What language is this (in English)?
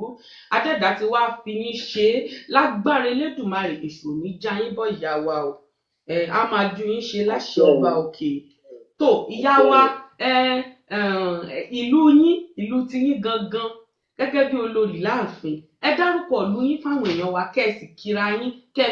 Yoruba